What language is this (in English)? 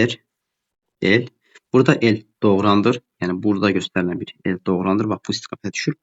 Azerbaijani